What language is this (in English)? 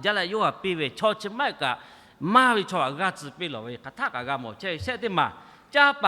Lahu